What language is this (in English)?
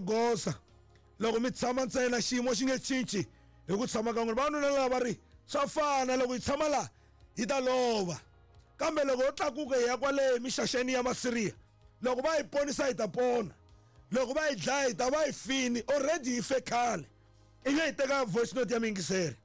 Tsonga